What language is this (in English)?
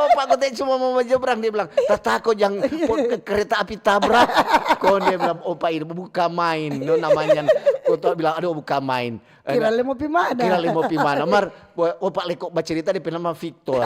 Manado Malay